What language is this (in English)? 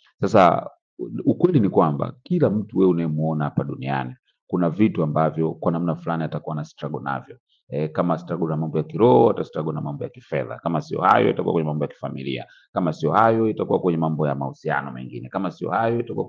Swahili